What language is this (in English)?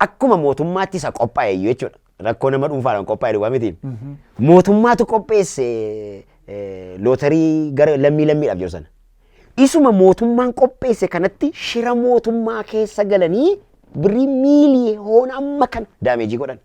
Oromo